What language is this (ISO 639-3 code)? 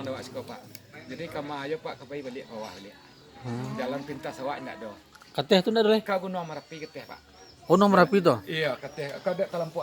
min